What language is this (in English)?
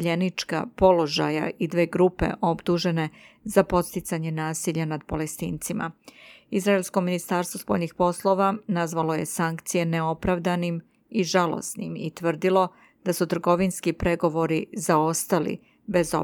Serbian